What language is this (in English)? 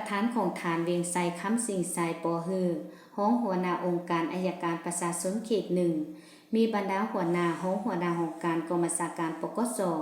Lao